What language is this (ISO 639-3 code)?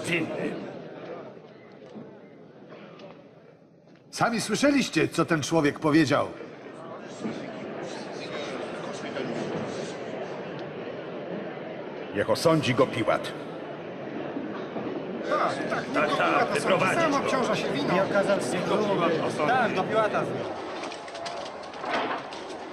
pol